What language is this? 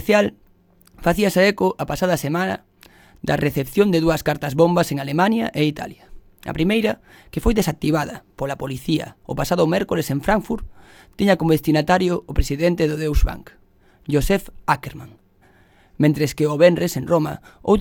Galician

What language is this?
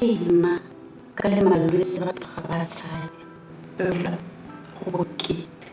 Tswana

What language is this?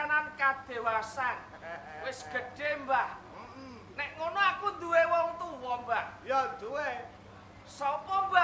Javanese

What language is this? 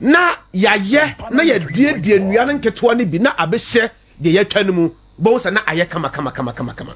Akan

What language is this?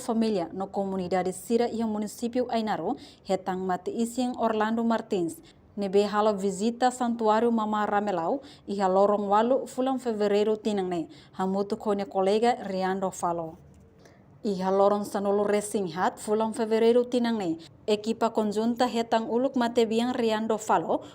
Tetum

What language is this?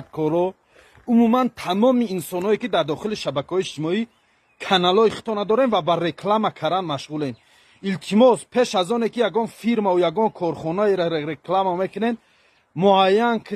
Tajik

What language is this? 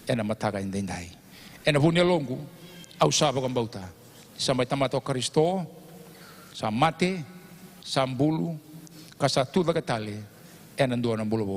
Fijian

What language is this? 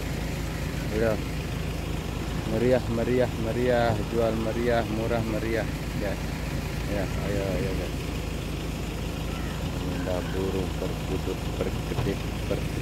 Indonesian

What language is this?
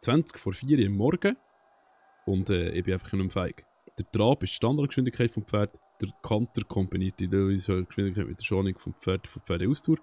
Swiss German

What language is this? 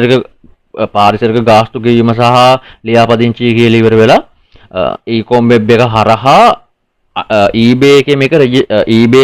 Sinhala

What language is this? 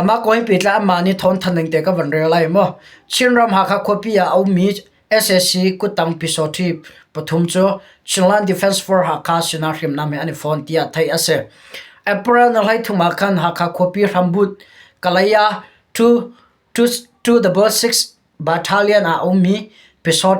Hakha Chin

